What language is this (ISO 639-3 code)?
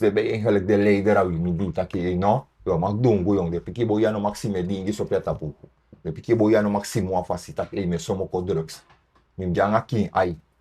srn